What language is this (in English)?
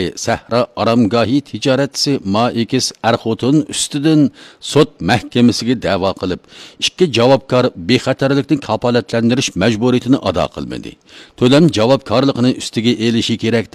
Uyghur